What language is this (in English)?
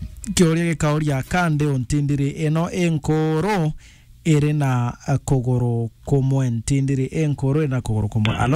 Meru